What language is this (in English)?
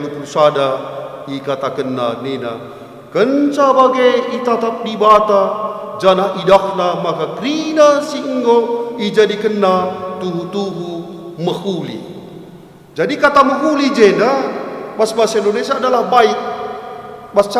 Batak Karo